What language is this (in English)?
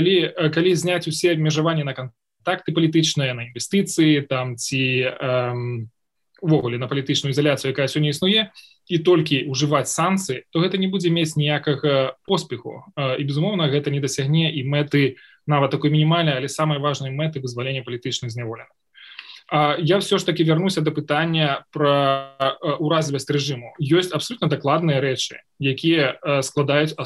Belarusian